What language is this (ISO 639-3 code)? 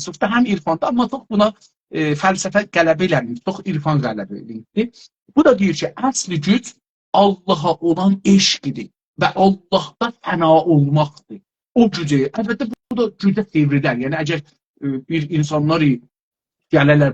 azb